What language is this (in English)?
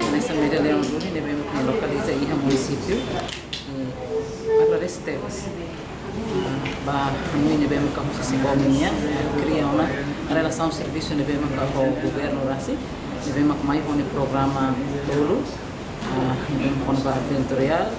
Tetum